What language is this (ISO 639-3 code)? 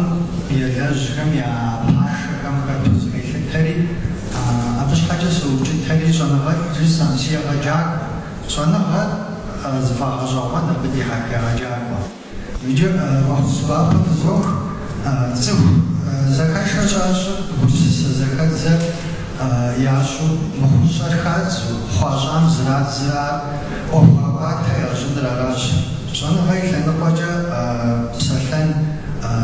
kbd